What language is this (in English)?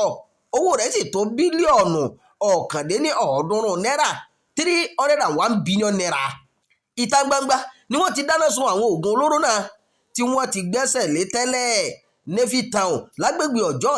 Yoruba